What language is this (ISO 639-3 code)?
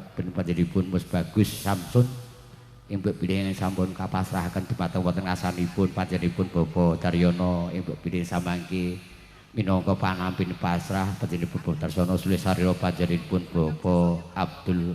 jav